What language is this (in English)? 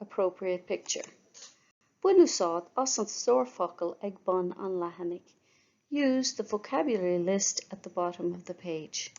Irish